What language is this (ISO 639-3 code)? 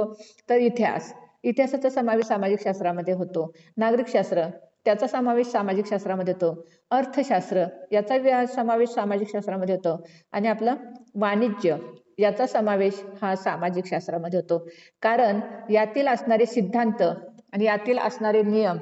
mar